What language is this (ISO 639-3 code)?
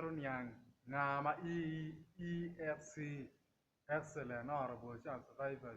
ach